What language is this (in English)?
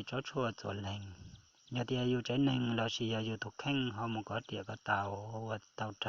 Hmong